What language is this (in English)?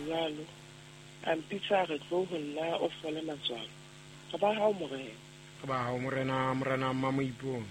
Southern Sotho